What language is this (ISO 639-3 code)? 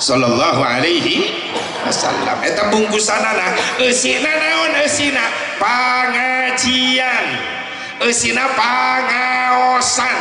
sun